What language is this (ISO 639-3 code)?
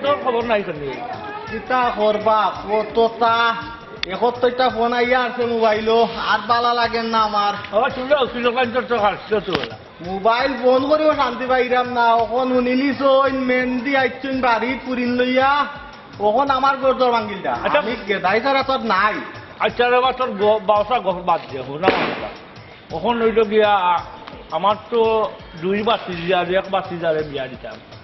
syl